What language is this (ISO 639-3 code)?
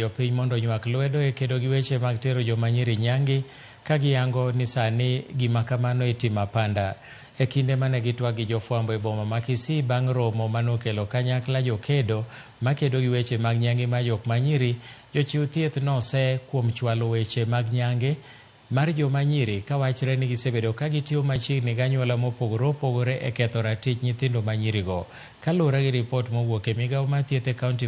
luo